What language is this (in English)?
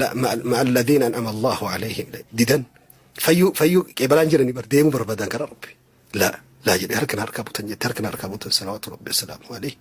Oromo